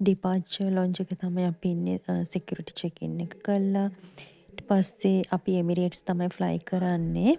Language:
Sinhala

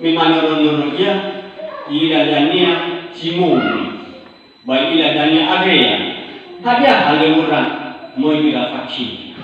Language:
Nias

